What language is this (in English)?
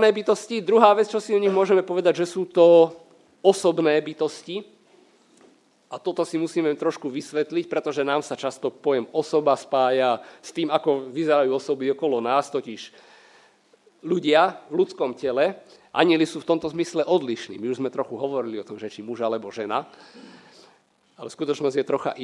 Slovak